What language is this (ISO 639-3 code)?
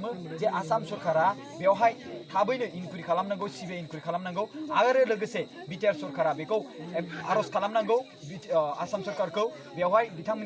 brx